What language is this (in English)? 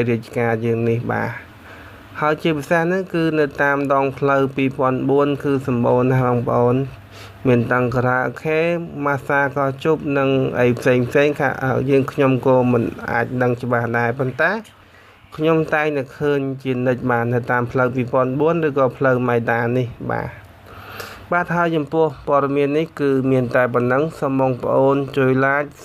Khmer